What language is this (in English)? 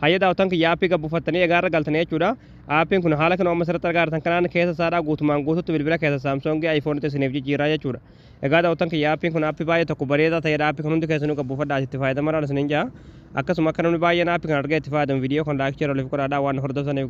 Oromo